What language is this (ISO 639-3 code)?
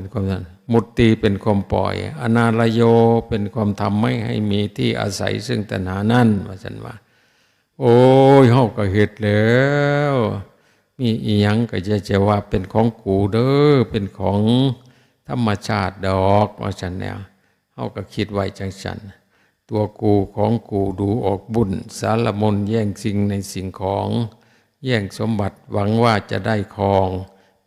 tts